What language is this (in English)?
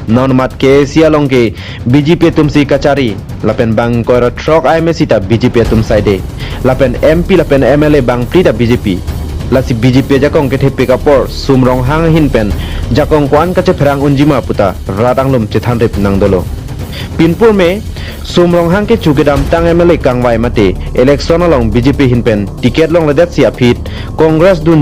Karbi